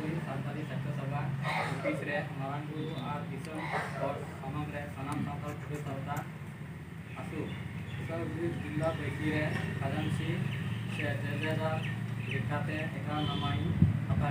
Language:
Santali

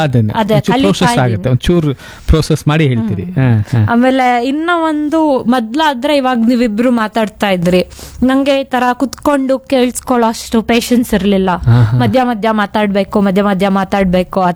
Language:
Kannada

